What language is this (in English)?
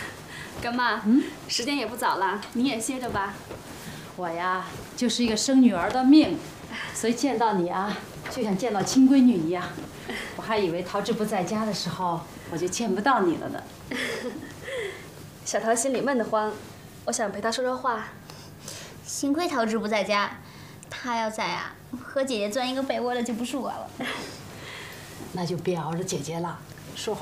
Chinese